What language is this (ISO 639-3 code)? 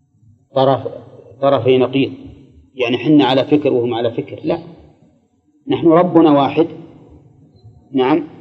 ara